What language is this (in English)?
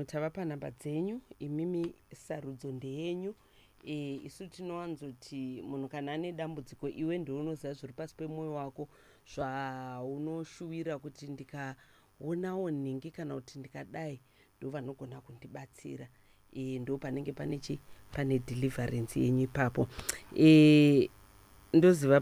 Shona